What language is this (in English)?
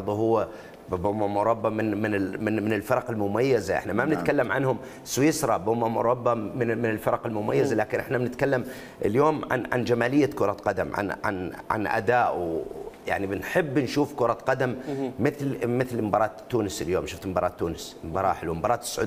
Mesopotamian Arabic